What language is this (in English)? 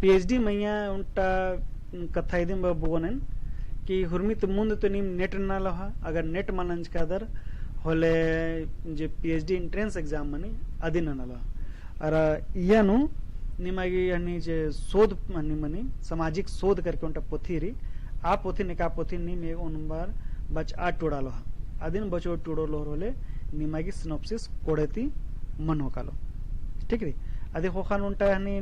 Kurukh